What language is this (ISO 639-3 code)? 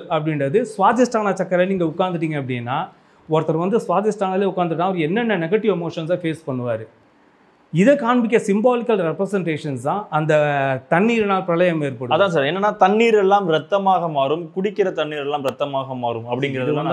tam